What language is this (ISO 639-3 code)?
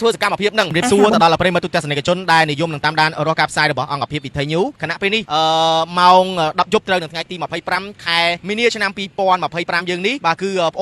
khm